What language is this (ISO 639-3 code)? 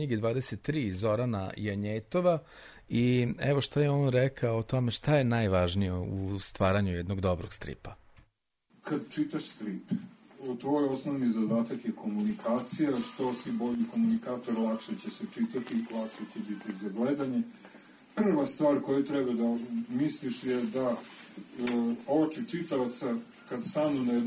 srp